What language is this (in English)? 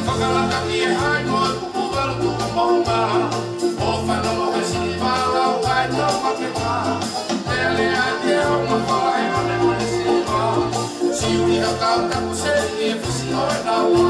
Tongan